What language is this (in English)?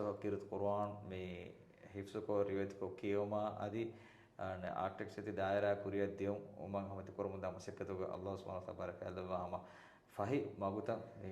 Divehi